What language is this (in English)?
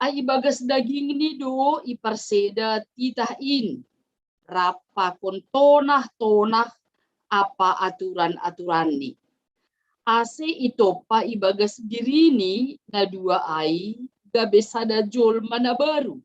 Batak Simalungun